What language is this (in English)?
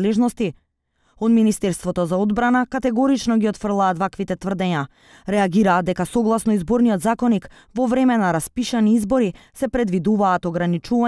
Macedonian